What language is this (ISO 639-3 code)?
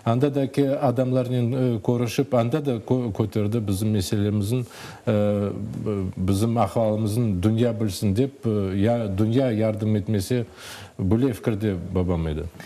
crh